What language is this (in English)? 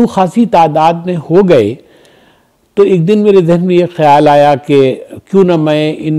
Urdu